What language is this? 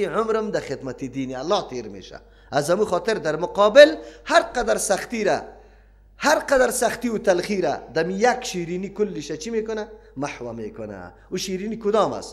Persian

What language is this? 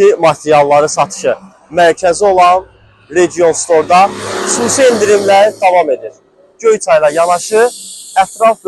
Azerbaijani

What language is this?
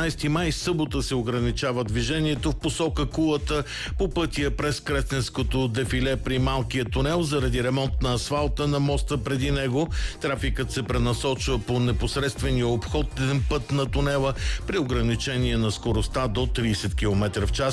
Bulgarian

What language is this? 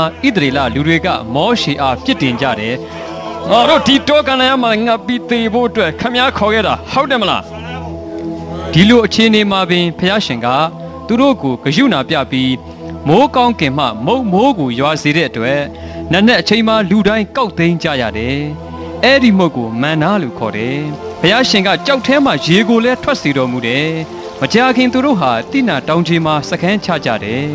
Burmese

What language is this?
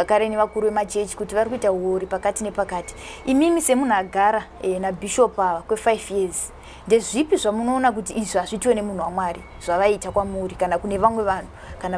Shona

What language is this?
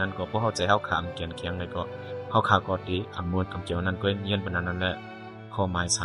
Shan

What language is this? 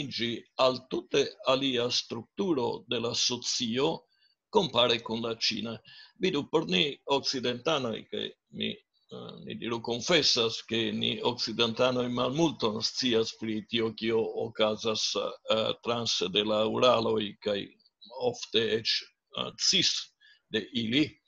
Esperanto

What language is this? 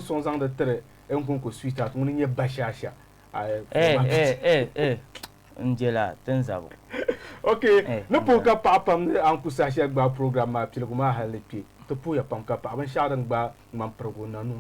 Dagbani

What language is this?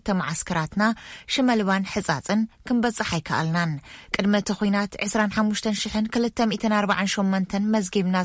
Tigrinya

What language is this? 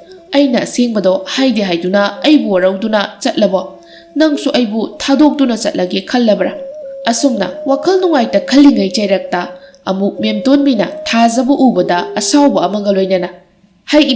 Manipuri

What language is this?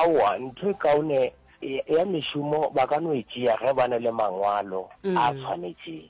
Northern Sotho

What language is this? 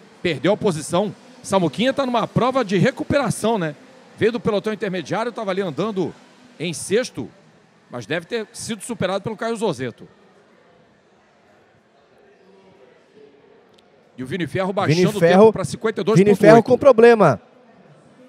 Portuguese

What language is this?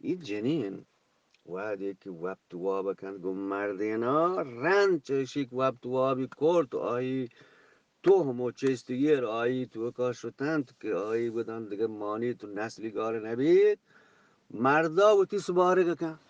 Eastern Balochi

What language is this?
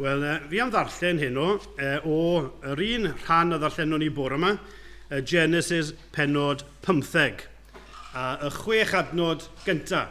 Welsh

